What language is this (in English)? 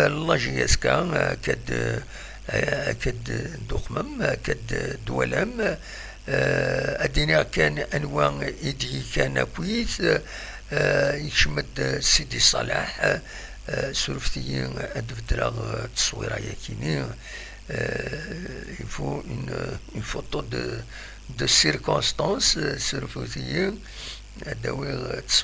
Kabyle